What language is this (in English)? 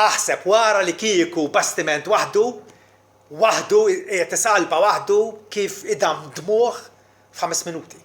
Maltese